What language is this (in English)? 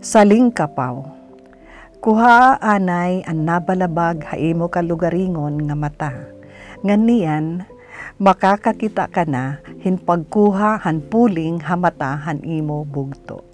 Waray